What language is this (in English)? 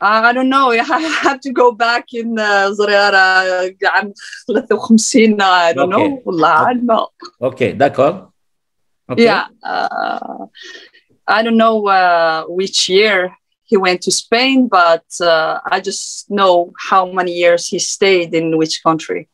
Kabyle